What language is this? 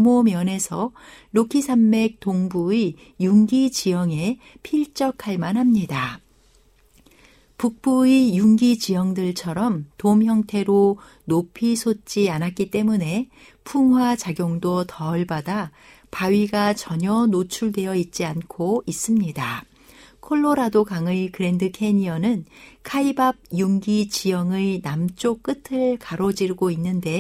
Korean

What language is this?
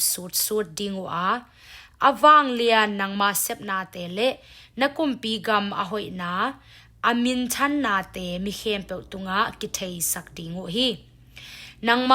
Tedim Chin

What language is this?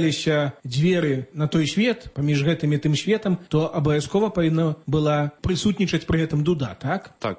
Belarusian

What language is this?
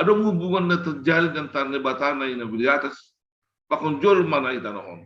Batak Simalungun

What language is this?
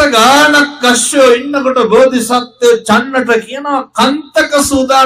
Sinhala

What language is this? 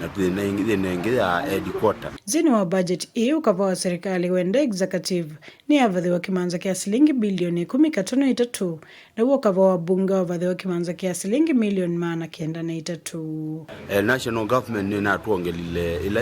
Kamba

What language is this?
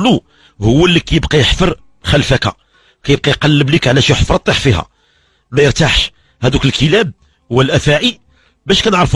Moroccan Arabic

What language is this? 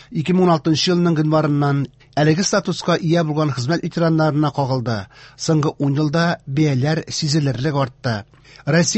Tatar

